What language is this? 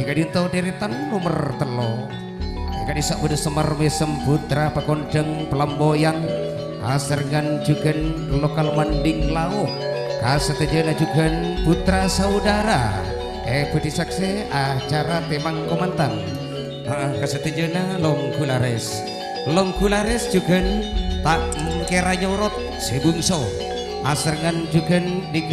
Madurese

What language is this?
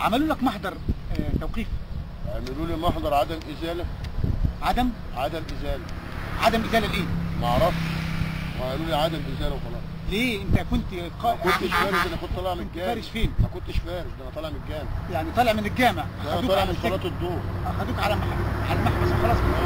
Egyptian Arabic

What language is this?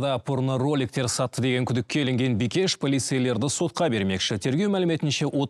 Kazakh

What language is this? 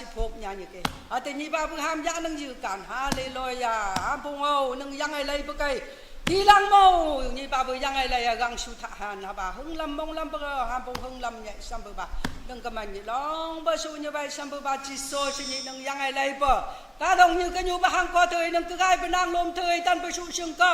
Naga Pidgin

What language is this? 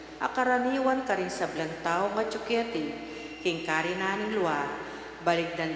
Pampanga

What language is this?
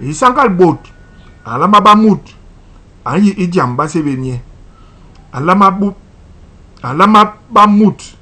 Basaa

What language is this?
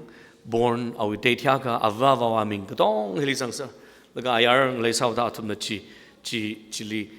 Tangkhul Naga (India)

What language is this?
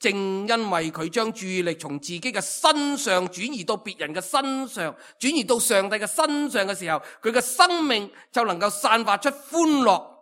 Cantonese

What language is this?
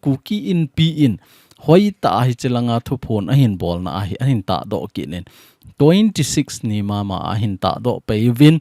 Thado Chin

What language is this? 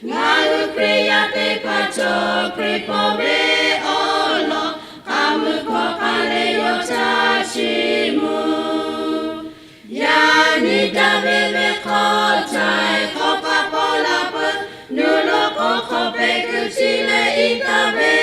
Lahu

